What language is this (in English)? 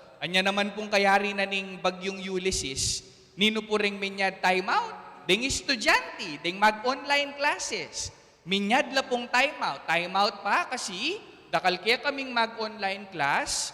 Pampanga